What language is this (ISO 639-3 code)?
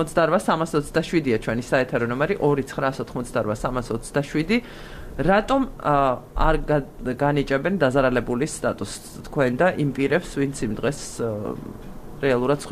kat